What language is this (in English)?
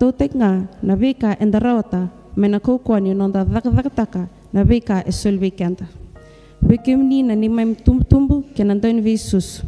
Fijian